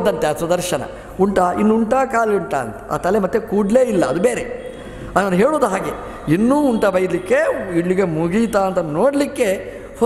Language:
Kannada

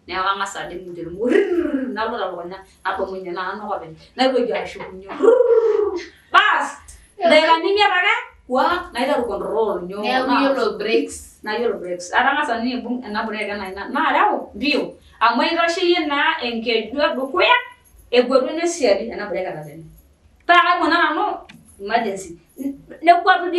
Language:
Masai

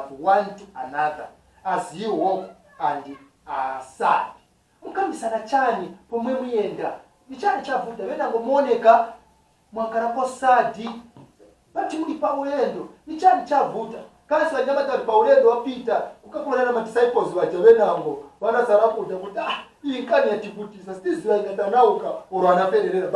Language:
Nyanja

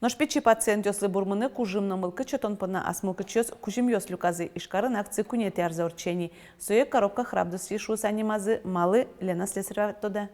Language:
Udmurt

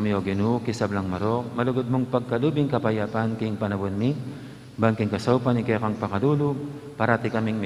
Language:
Pampanga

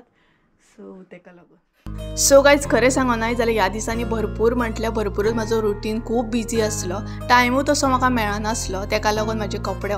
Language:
Konkani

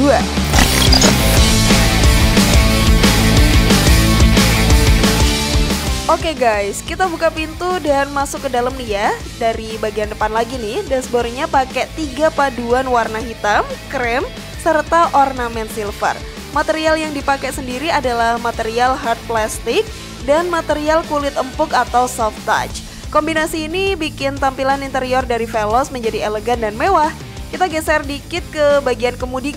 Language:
Indonesian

